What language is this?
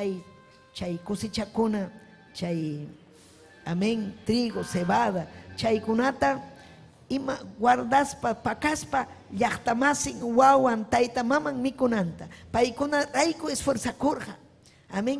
Ayacucho Quechua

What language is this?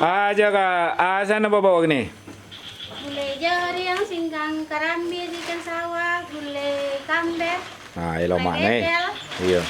Minangkabau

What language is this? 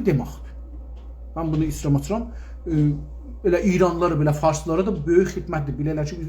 South Azerbaijani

